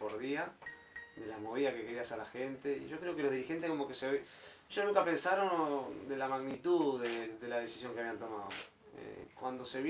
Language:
Spanish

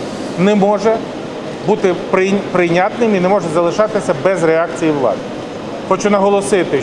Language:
Ukrainian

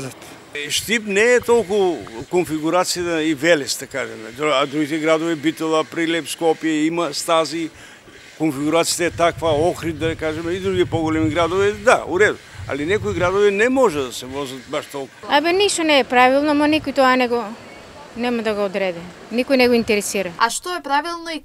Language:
Macedonian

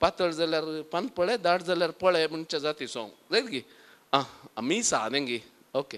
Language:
Konkani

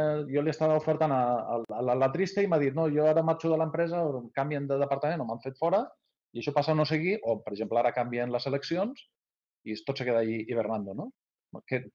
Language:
Catalan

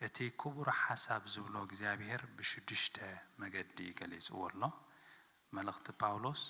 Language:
Tigrinya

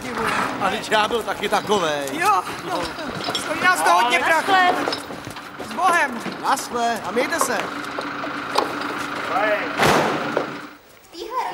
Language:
Czech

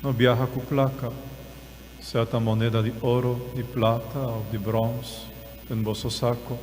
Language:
Papiamento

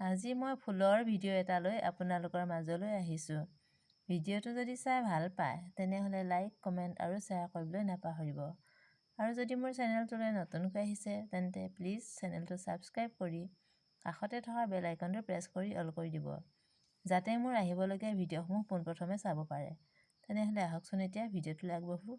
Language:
Assamese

